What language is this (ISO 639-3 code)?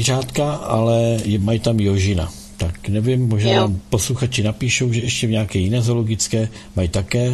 ces